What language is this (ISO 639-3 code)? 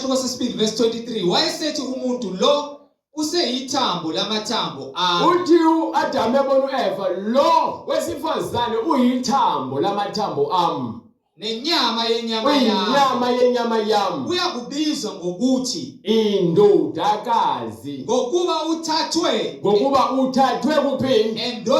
zul